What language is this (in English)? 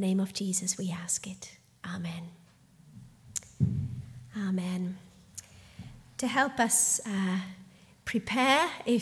English